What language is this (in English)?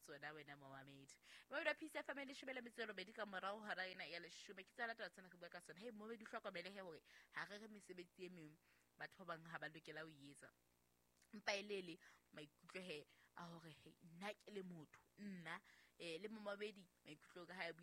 Southern Sotho